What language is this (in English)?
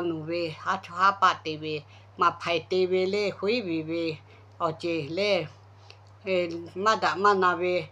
Lahu